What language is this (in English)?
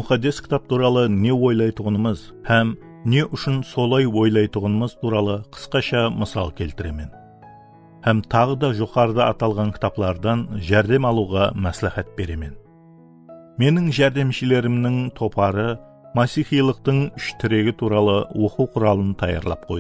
Kara-Kalpak